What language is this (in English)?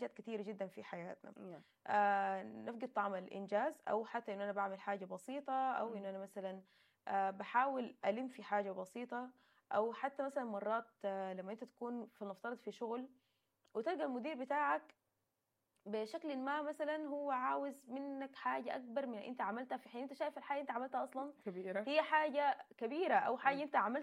Sudanese Arabic